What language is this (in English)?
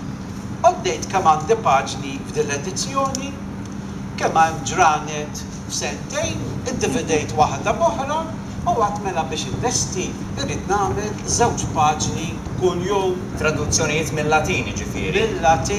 Maltese